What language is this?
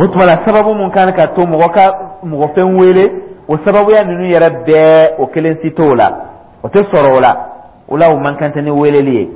Dyula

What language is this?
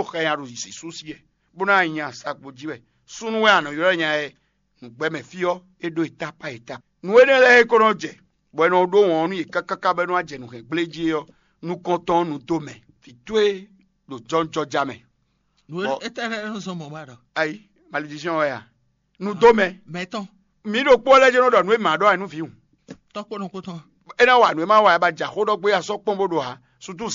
Fon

